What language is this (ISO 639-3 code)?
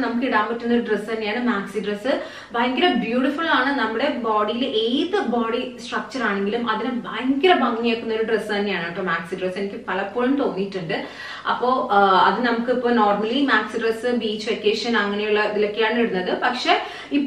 mal